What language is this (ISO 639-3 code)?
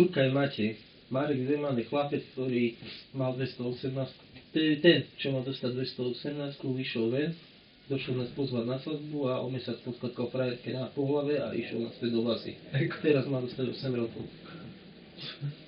slk